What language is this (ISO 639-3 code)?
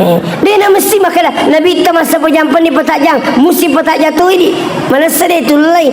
bug